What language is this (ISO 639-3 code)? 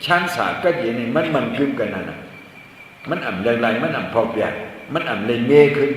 shn